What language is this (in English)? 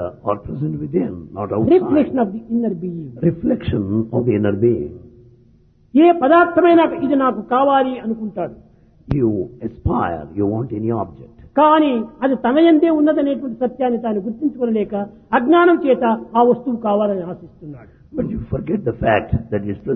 Telugu